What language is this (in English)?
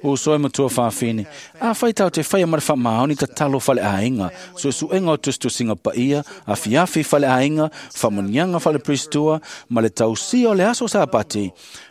Samoan